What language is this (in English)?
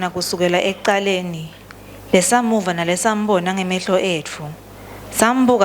Swati